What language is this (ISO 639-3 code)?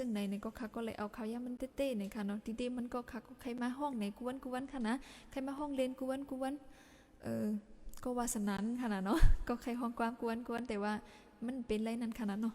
shn